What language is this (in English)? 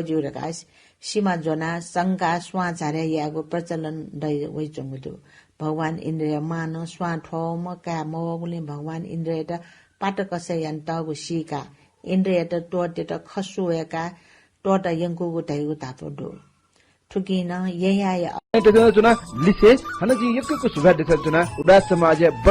Newari